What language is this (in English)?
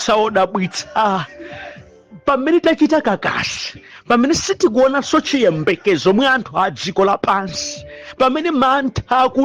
Nyanja